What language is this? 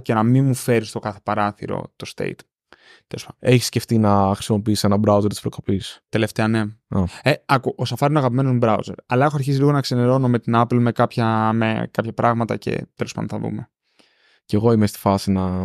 Greek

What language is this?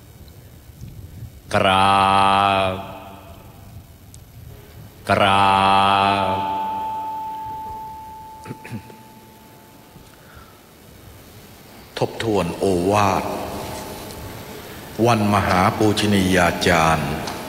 Thai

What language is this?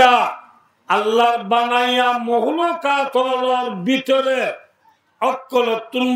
Rohingya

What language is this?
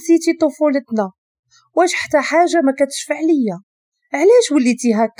Moroccan Arabic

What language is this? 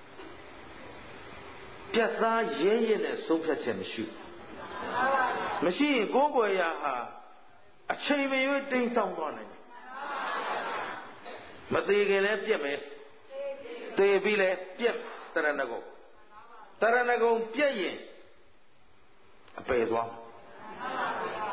Burmese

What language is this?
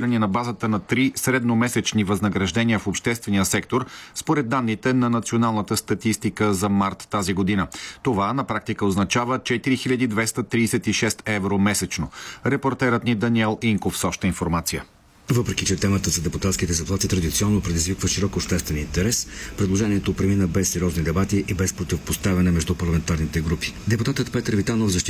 Bulgarian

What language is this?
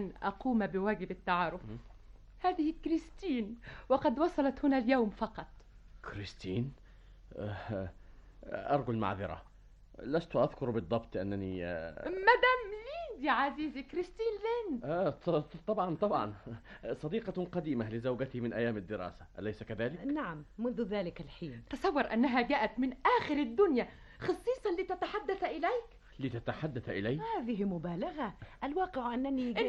Arabic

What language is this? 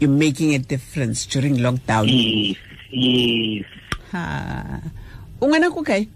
Tswana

